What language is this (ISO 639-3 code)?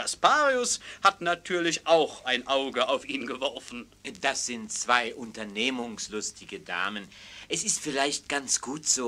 deu